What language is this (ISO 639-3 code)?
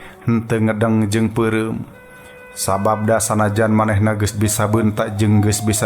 sun